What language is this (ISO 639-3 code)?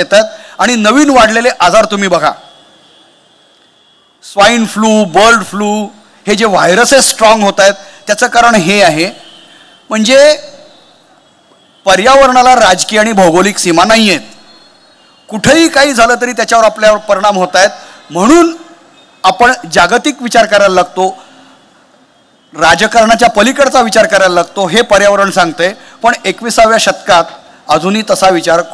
mar